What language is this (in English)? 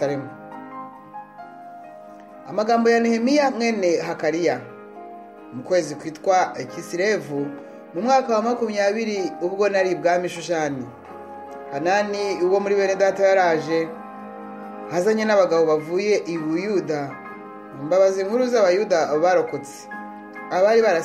Kinyarwanda